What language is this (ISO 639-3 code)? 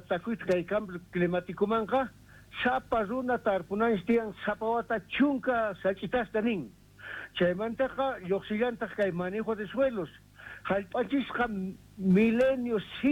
que